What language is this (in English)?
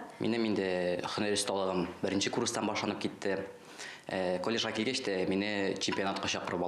Tatar